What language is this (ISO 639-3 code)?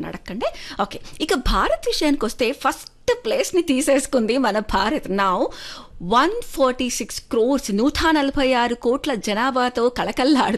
tel